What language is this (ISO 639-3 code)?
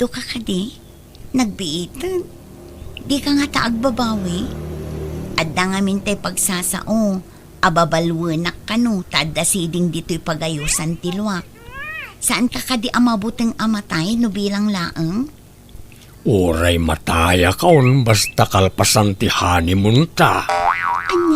ilo